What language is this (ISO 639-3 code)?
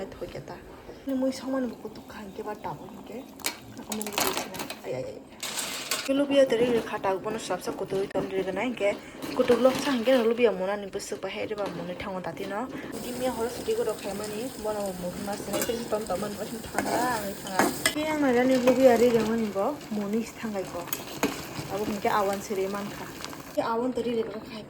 trp